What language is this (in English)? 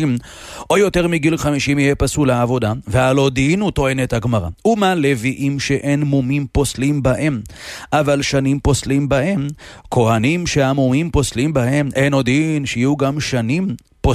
Hebrew